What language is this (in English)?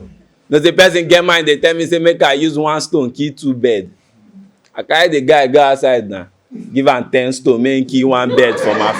Nigerian Pidgin